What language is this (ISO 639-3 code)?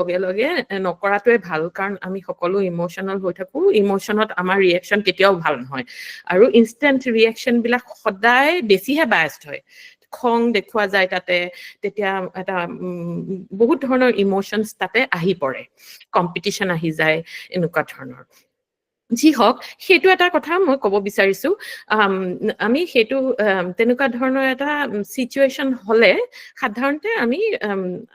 asm